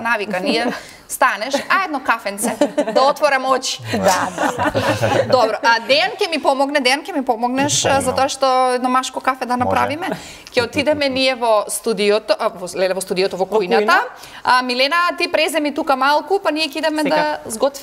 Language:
Macedonian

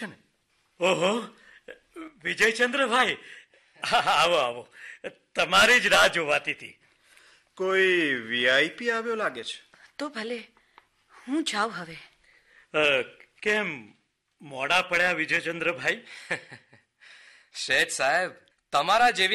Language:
Gujarati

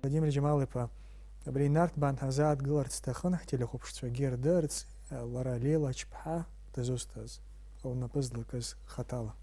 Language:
Abkhazian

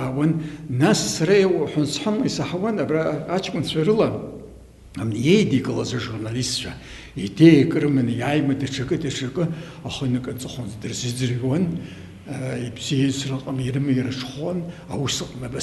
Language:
Abkhazian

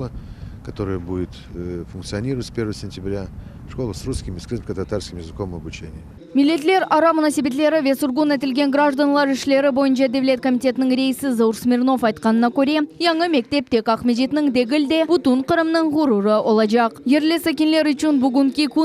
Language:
Crimean Tatar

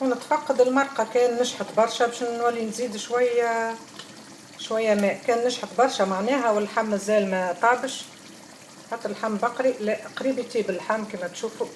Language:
Tunisian Arabic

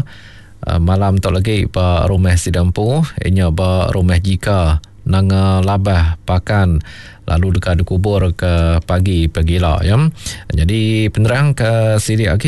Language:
Iban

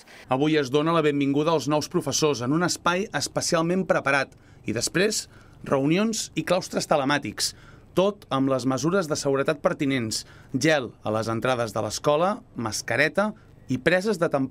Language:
Catalan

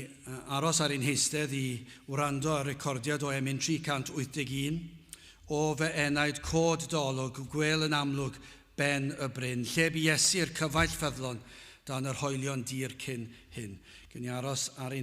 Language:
Welsh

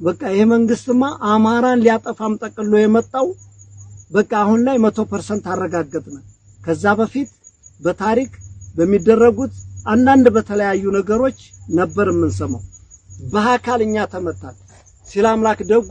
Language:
Amharic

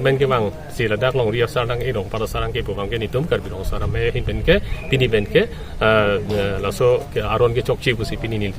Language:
Karbi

